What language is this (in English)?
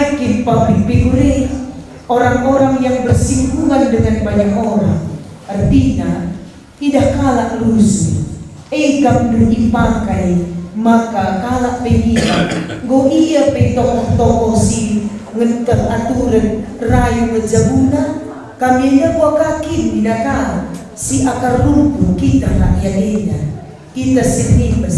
Batak Karo